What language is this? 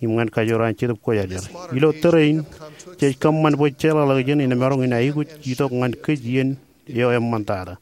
Marshallese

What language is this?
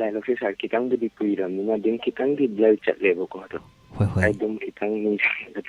Manipuri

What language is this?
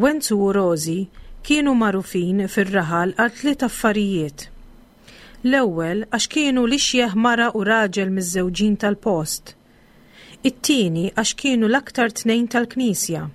Maltese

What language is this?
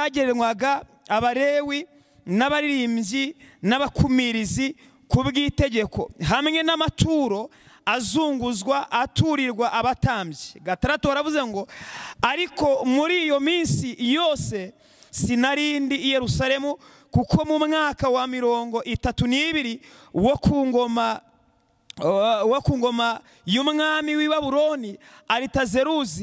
Kinyarwanda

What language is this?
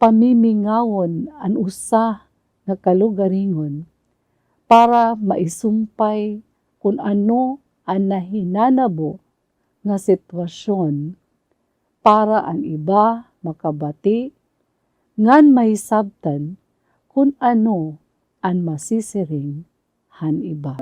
Waray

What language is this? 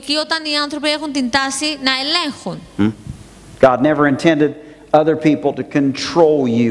Greek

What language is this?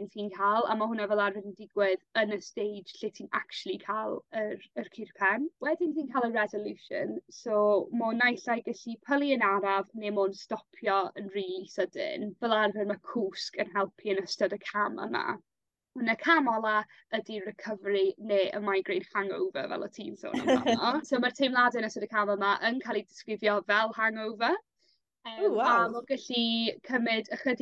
Welsh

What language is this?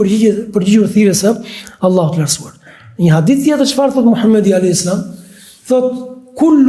Albanian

